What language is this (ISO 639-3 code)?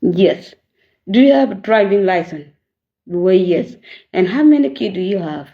nus